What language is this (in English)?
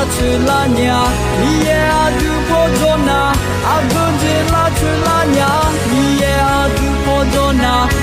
Akha